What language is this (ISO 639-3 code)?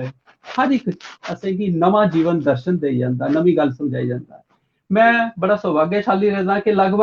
doi